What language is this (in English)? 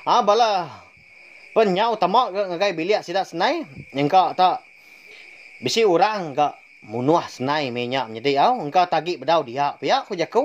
Iban